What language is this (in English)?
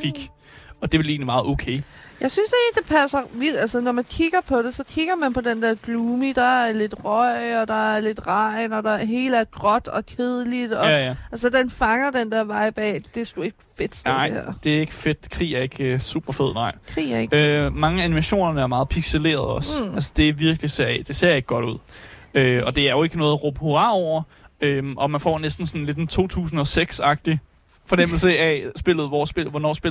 Danish